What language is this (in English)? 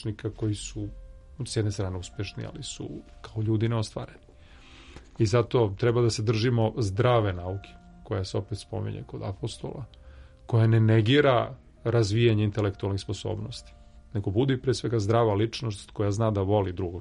Serbian